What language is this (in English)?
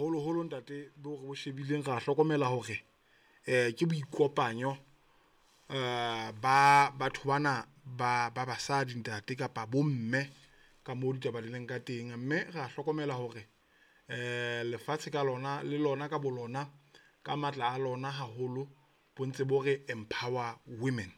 Southern Sotho